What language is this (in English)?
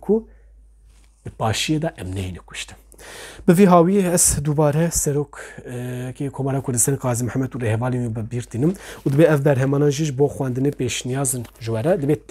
Kurdish